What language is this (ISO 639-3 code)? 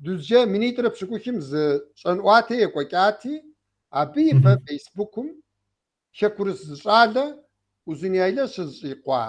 kbd